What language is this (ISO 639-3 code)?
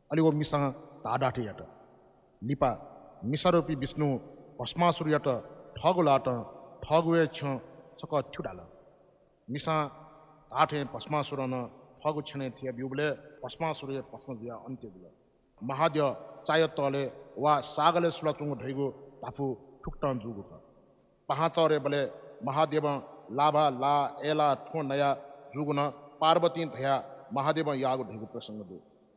new